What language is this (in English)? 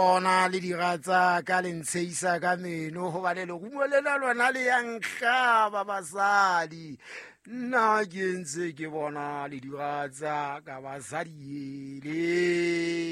Southern Sotho